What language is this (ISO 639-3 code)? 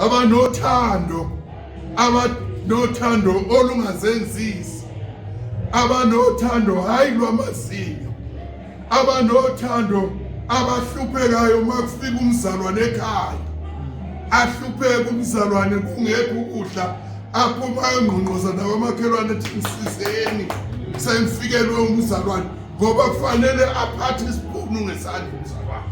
zul